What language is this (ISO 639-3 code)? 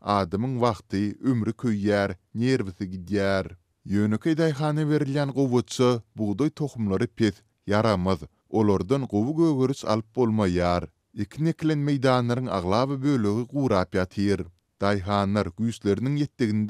tuk